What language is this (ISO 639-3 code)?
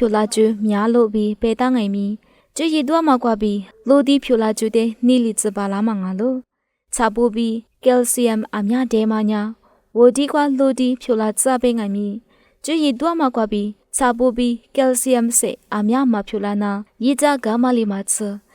lis